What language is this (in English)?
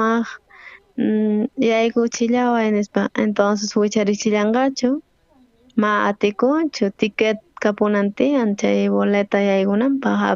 South Bolivian Quechua